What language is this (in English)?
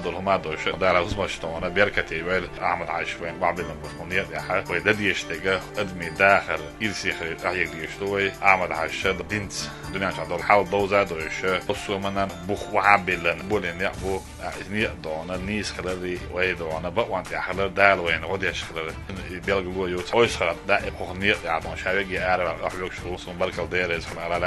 Chechen